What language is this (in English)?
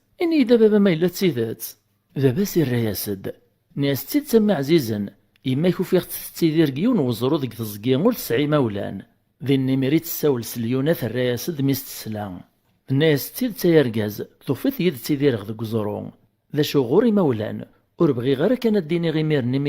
Kabyle